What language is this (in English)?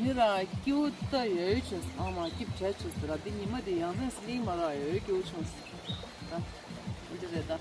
Tibetan